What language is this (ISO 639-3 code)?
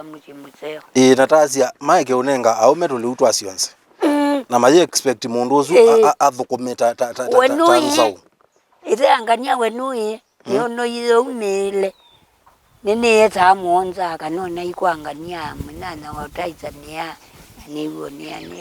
kam